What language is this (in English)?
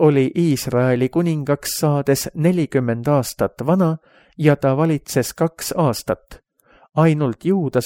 Estonian